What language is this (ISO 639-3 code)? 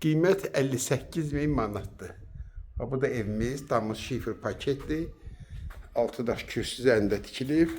aze